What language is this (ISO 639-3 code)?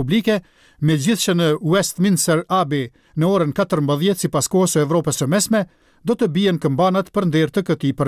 sqi